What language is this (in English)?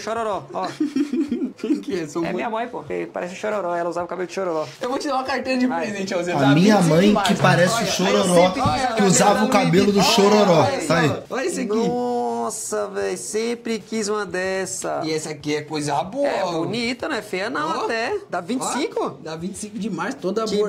Portuguese